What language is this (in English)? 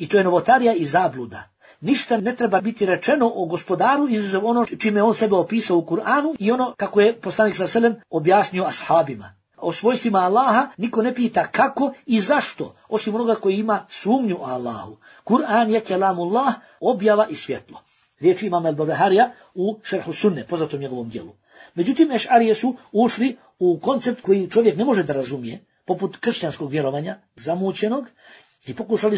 Bosnian